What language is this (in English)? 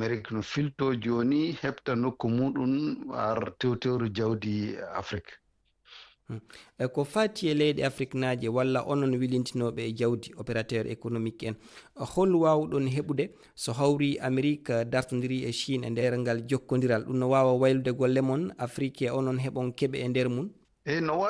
Fula